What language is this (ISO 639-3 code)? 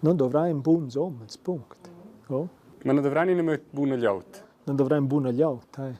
roh